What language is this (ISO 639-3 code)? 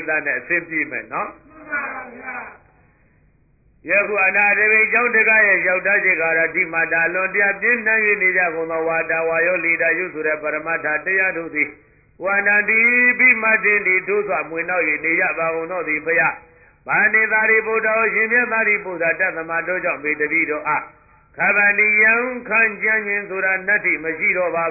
mya